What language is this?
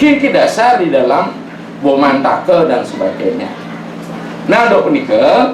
Balinese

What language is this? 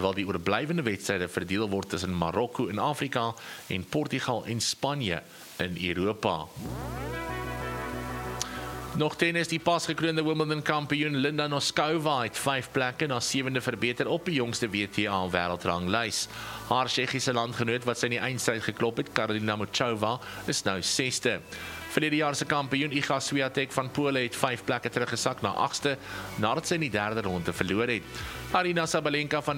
Afrikaans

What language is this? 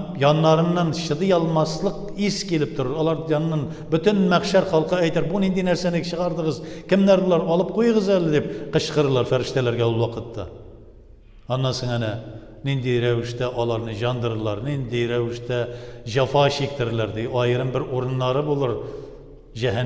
Tatar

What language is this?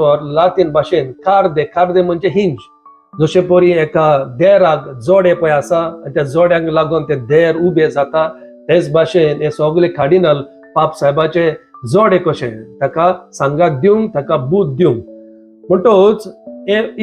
Konkani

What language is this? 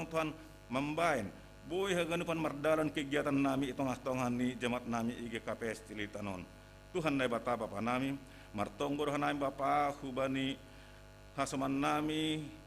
Batak Simalungun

